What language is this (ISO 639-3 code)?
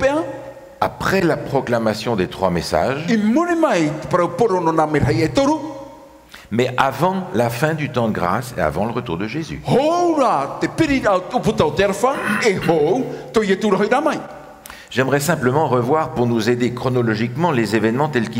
tah